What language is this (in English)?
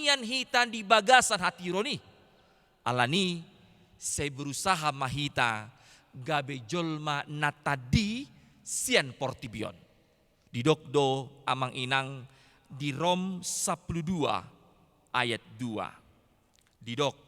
Batak Toba